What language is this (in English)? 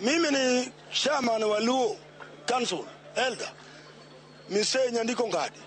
Luo (Kenya and Tanzania)